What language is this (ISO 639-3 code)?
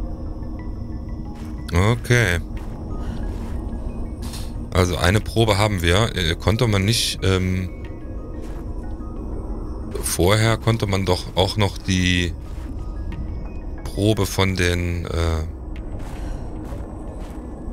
deu